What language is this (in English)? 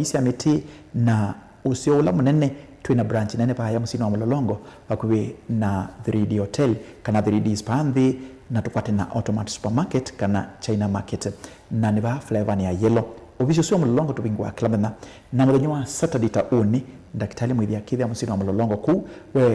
Kamba